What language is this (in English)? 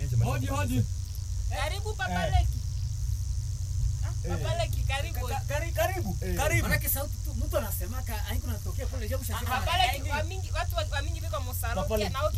Swahili